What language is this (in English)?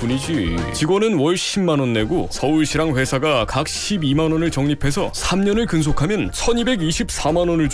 Korean